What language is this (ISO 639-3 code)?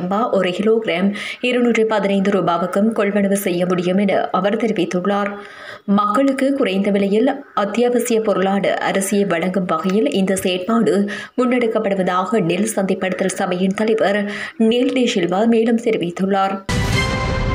tam